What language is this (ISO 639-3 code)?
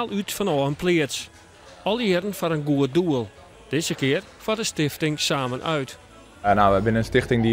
fry